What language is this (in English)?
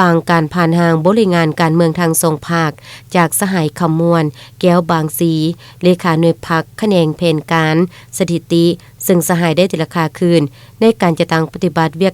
Lao